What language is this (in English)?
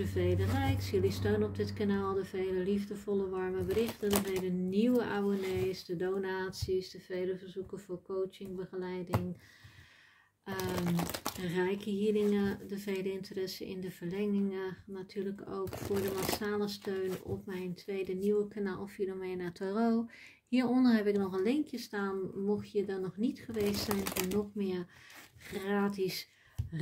Dutch